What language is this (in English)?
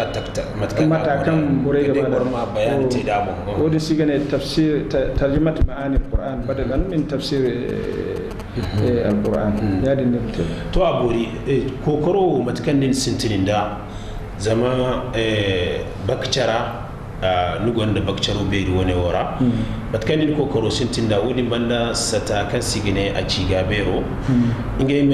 Zarma